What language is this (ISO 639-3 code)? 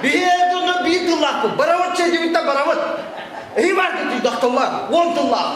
sah